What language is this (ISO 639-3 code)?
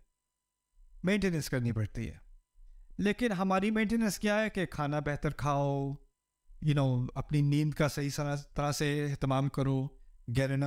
urd